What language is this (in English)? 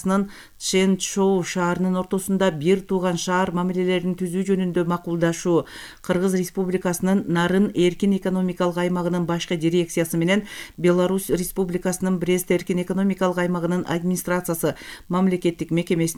Kyrgyz